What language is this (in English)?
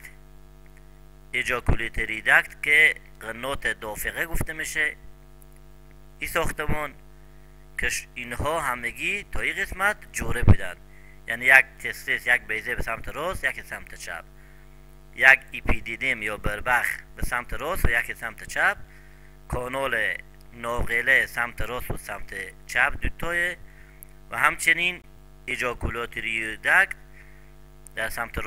Persian